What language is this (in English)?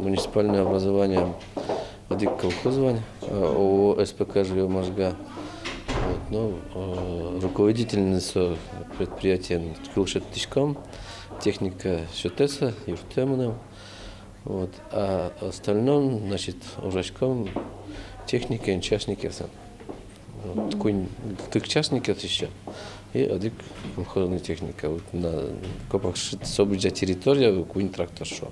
Udmurt